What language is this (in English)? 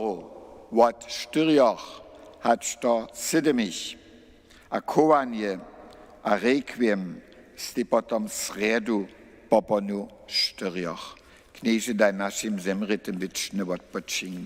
Upper Sorbian